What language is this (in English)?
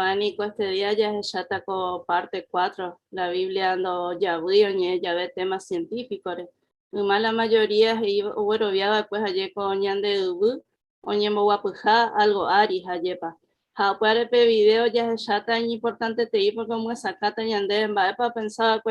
Guarani